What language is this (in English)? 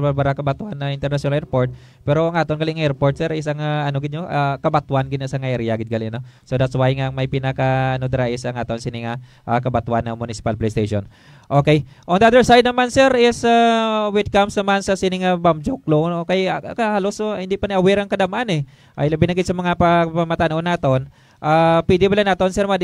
Hiligaynon